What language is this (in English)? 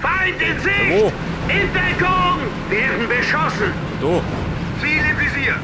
Bavarian